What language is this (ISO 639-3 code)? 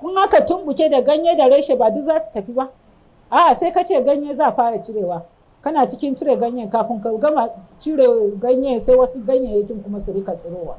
hau